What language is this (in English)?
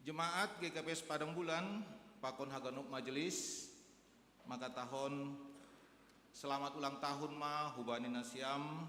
Batak Simalungun